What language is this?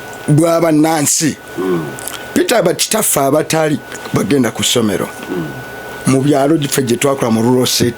Ganda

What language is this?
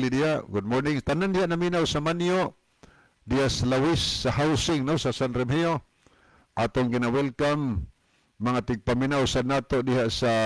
Cebuano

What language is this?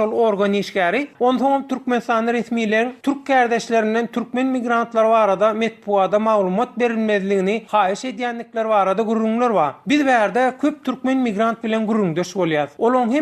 Turkmen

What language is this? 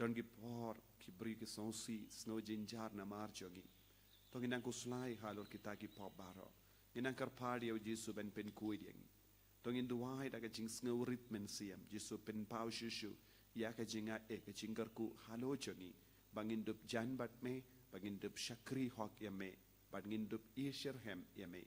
Khasi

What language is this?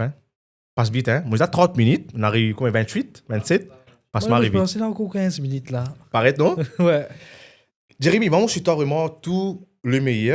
Morisyen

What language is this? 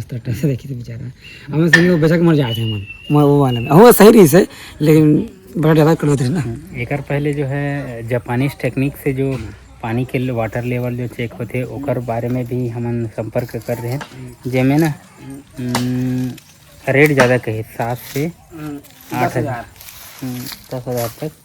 Chhattisgarhi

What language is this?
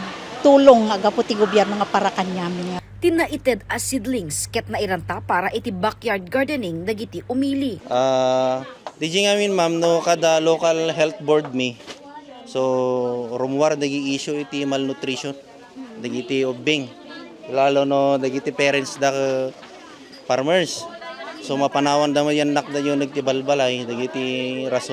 Iloko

